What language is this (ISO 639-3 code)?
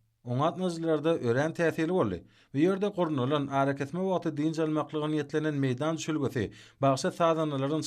tuk